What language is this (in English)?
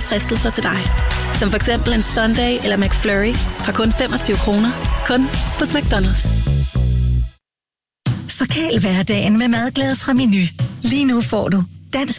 Danish